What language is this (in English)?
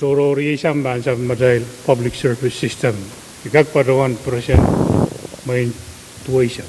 Pohnpeian